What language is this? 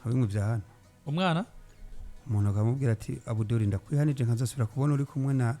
Rundi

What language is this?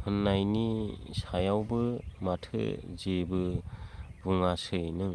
Bodo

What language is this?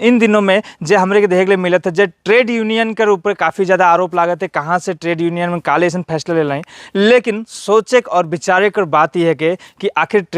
Sadri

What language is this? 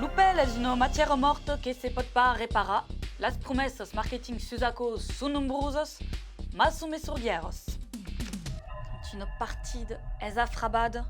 Occitan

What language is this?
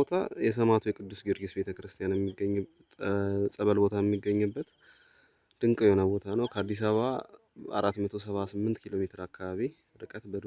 Amharic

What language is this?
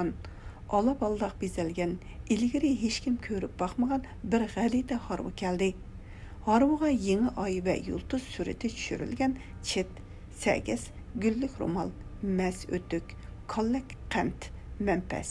Uyghur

